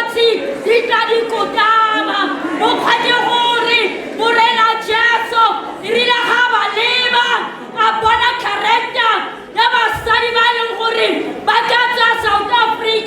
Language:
Tswana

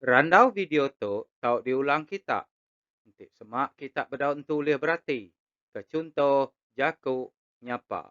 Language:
Iban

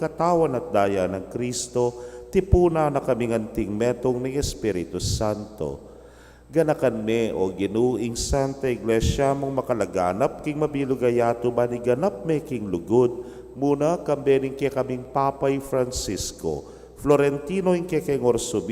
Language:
Pampanga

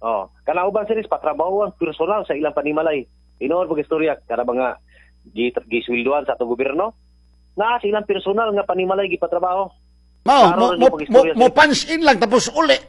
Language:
Cebuano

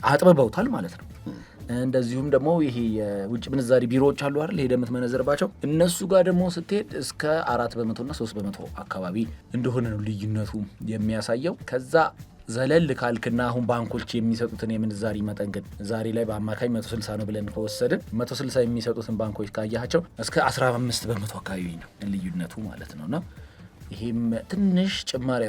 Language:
Amharic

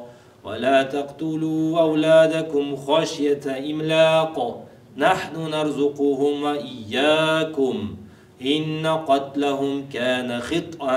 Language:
Arabic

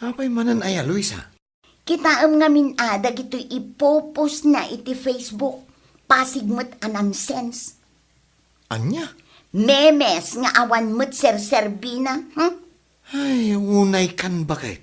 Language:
Iloko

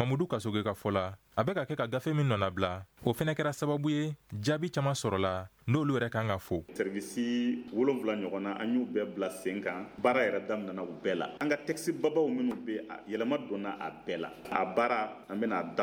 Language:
Bambara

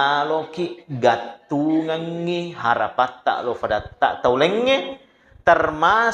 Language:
Buginese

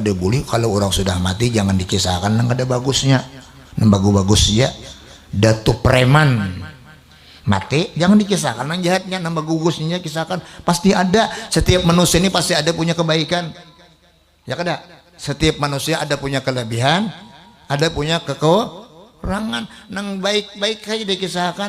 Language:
Banjar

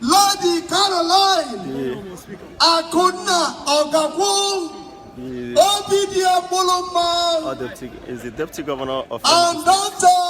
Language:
Igbo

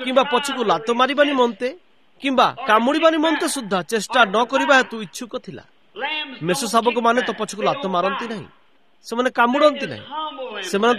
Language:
Odia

